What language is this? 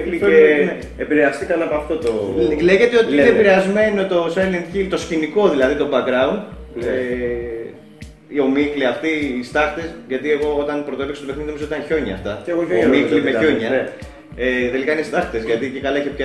Greek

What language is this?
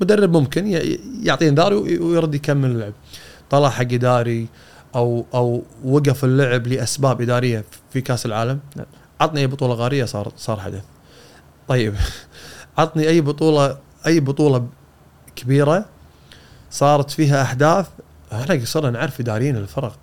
Gulf Arabic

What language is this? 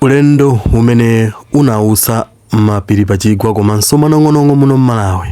Nyanja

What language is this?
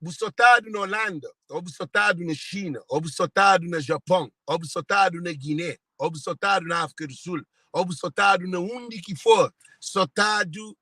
Kabuverdianu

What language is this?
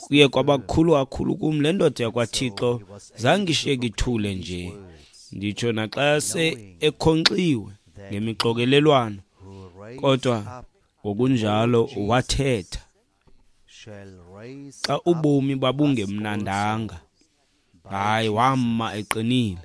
Xhosa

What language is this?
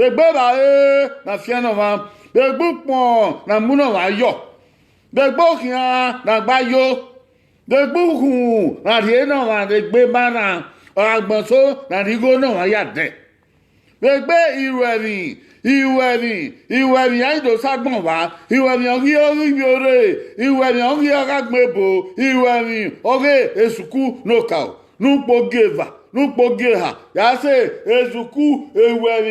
Bini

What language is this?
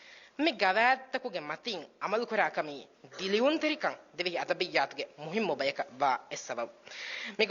Divehi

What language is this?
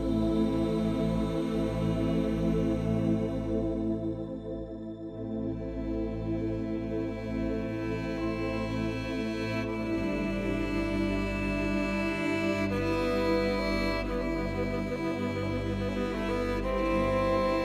Kabardian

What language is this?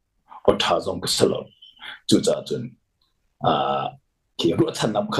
Hakha Chin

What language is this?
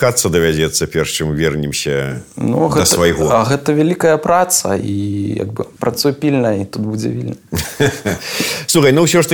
Belarusian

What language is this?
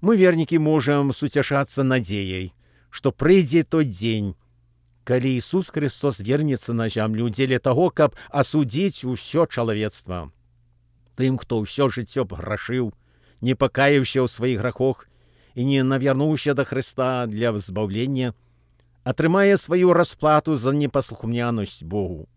Belarusian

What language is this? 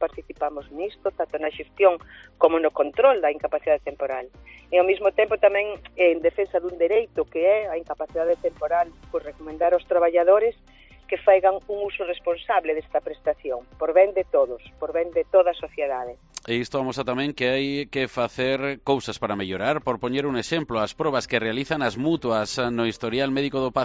Galician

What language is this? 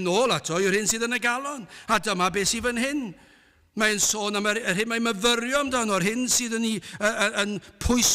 Welsh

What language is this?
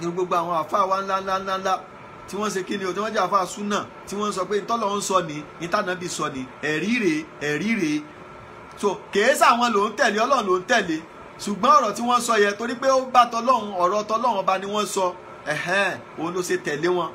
Yoruba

